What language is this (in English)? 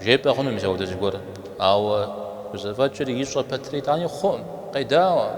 Kabardian